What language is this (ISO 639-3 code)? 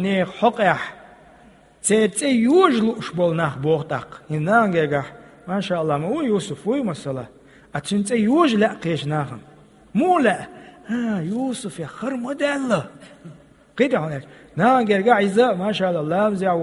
che